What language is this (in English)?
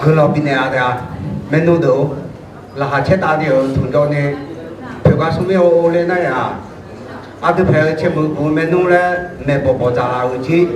Akha